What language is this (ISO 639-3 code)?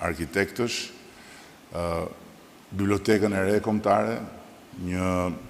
sqi